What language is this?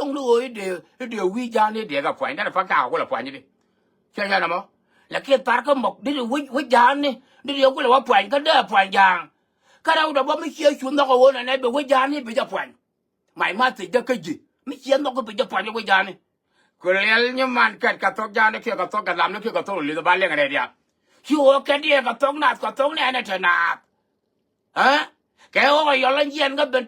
Nuer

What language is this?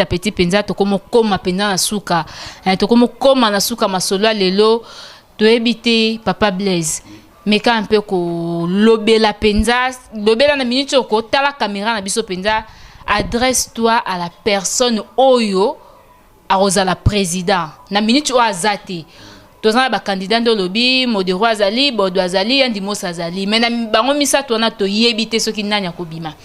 Lingala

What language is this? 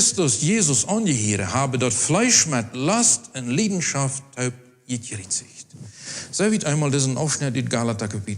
Plautdietsch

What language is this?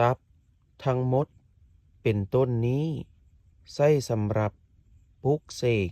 Lao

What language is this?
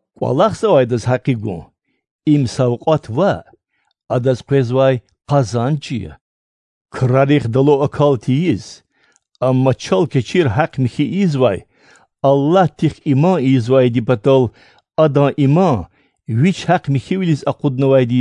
Lezghian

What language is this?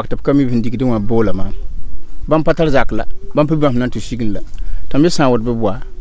Mossi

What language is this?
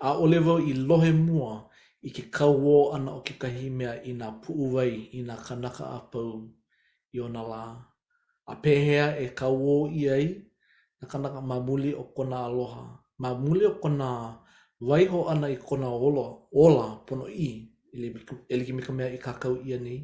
Hawaiian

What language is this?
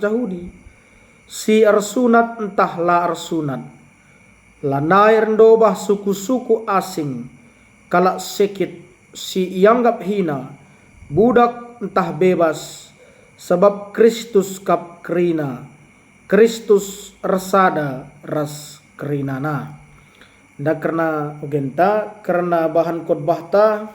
Batak Karo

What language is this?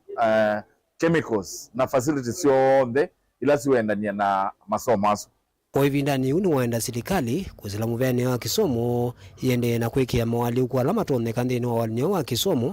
Kamba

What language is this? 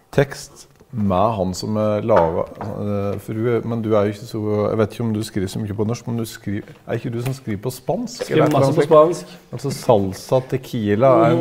Norwegian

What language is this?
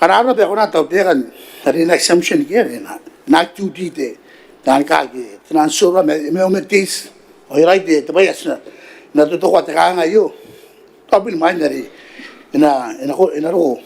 Gilbertese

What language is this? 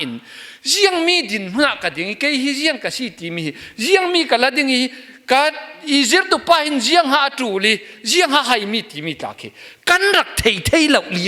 Falam Chin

